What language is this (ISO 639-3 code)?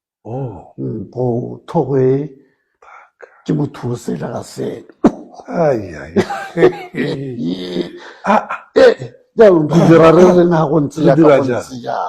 tsn